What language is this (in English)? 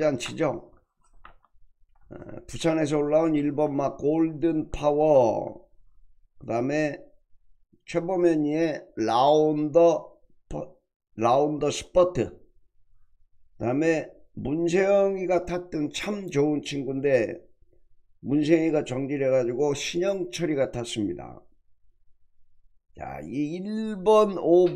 Korean